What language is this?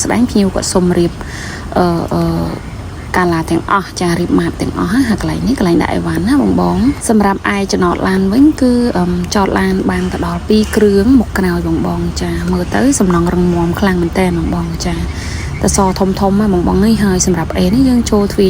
Khmer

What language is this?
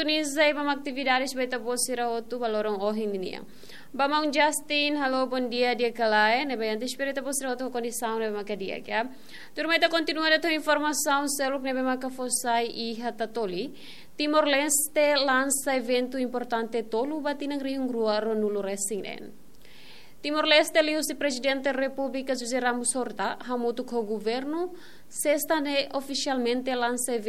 Tetum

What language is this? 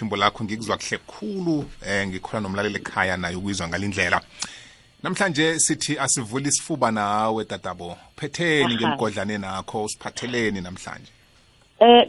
South Ndebele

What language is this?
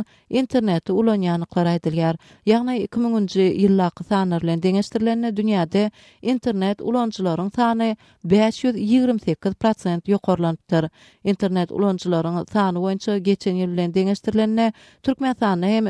Turkmen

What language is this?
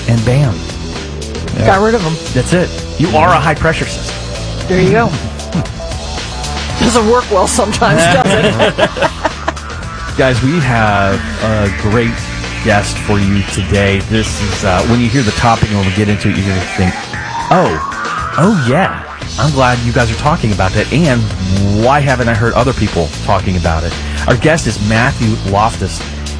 English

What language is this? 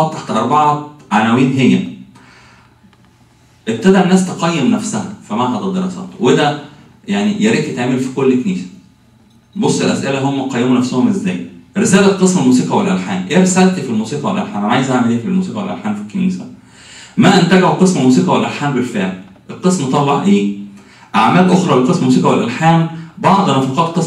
Egyptian Arabic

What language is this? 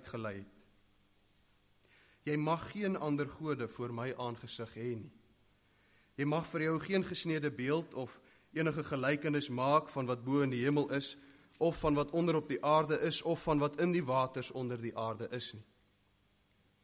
Afrikaans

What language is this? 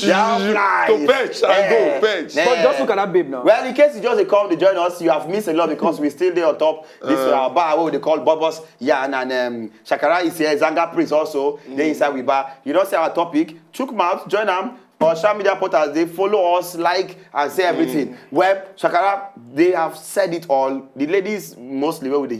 Nigerian Pidgin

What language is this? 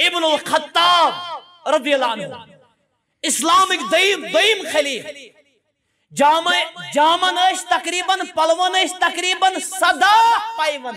Kashmiri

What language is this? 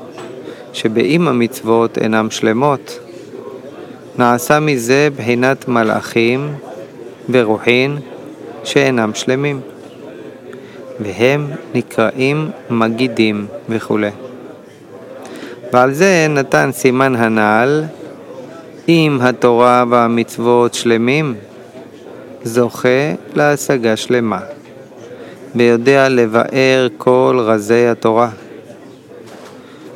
Hebrew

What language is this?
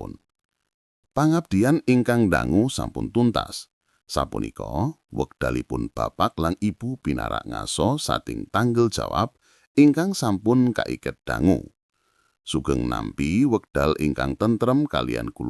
Javanese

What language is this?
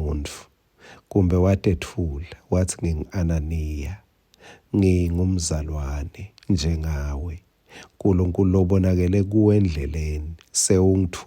Swati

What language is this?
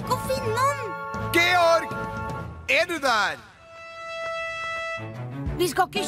Norwegian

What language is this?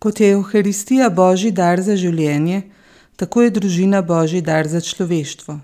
Slovenian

